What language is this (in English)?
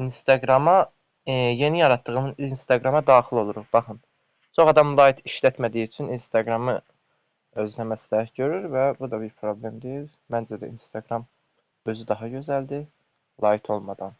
Azerbaijani